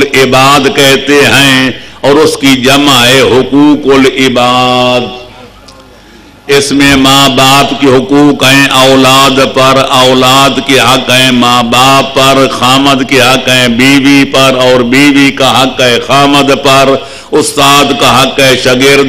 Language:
Urdu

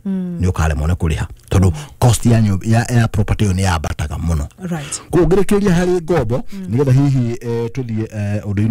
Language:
Kikuyu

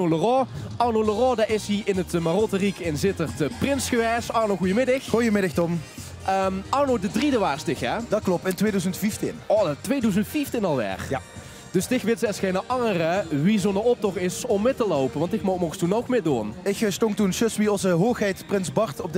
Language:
Limburgish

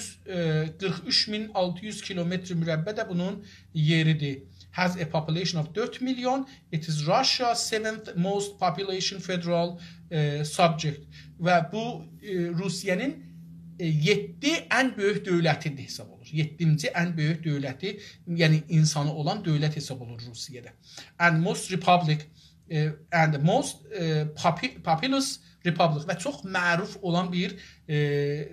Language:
South Azerbaijani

